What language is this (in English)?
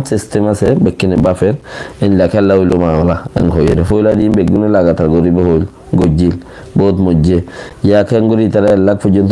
Rohingya